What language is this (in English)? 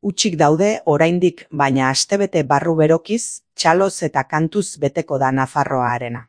Basque